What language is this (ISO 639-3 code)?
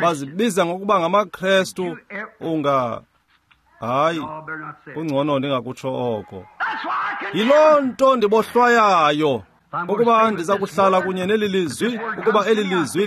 xho